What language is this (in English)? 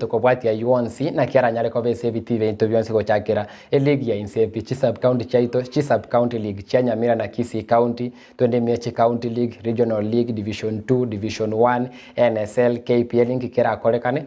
Gusii